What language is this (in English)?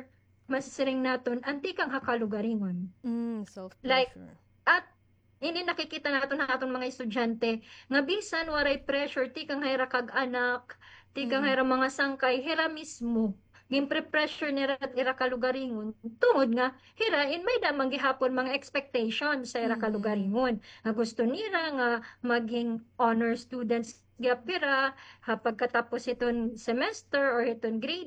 Waray